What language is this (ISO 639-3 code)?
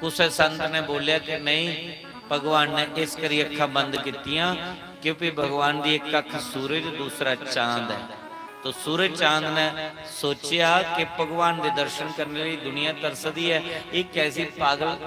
doi